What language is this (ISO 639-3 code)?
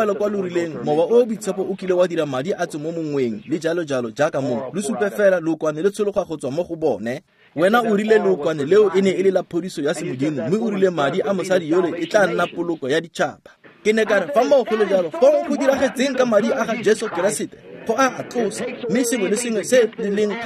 tsn